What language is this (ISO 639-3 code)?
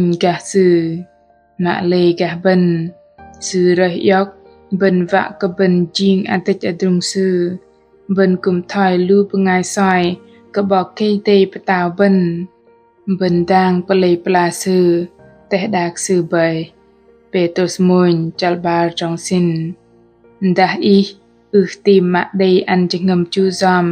bdq